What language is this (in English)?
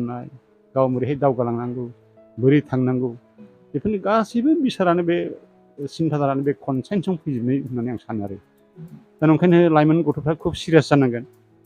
Bodo